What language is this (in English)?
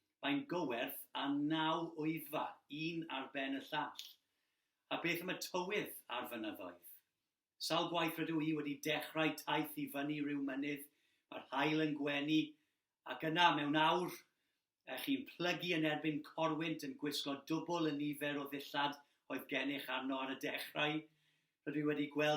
Welsh